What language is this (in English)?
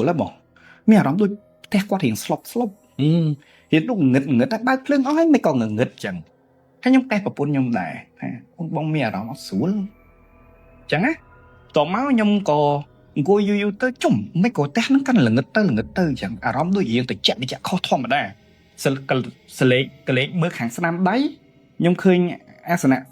Khmer